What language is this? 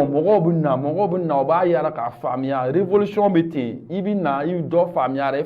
Bambara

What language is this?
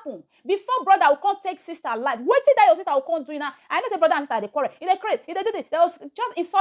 Nigerian Pidgin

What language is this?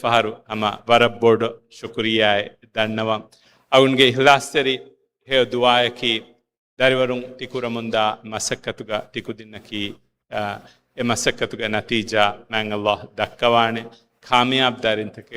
Divehi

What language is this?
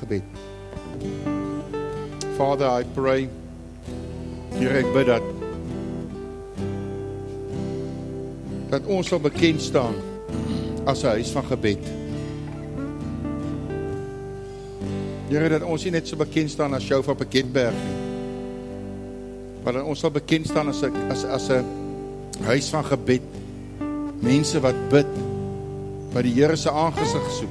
Afrikaans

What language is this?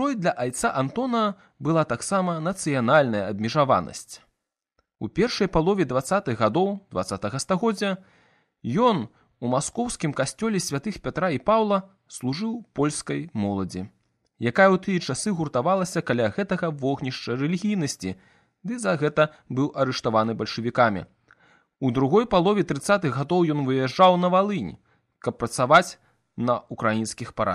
Belarusian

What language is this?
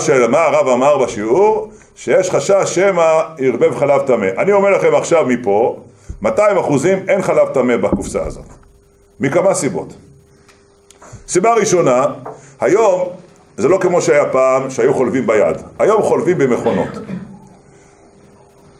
Hebrew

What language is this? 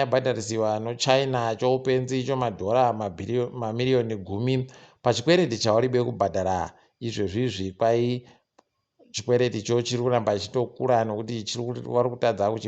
Ndau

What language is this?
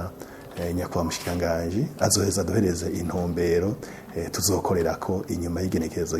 Rundi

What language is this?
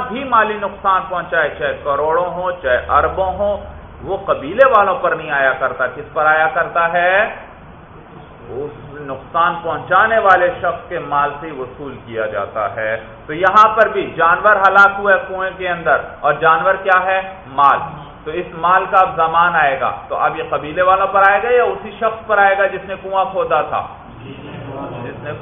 Urdu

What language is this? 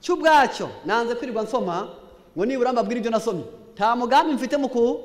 Kinyarwanda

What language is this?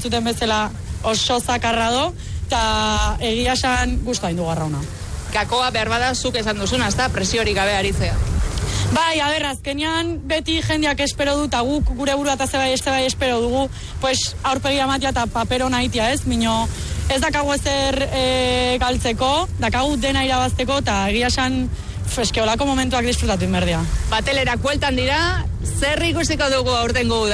Basque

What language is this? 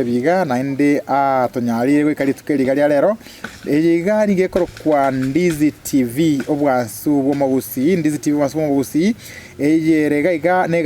Gusii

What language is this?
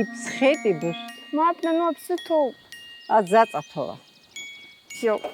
Abkhazian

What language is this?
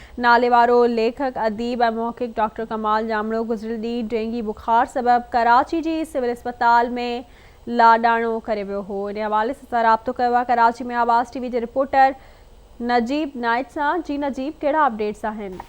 Sindhi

